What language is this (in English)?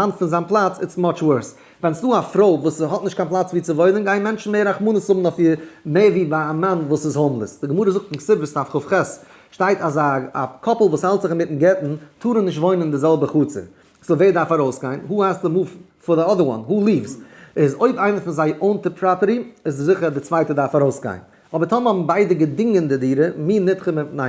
Yiddish